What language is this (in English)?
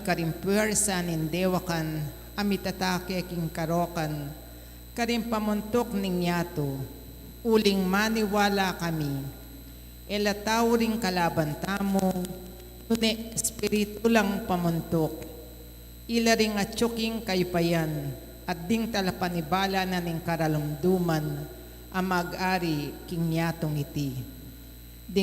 Pampanga